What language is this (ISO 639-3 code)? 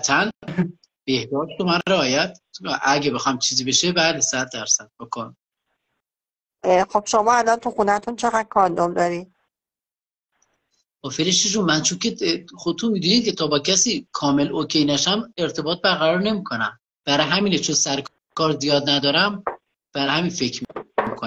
fas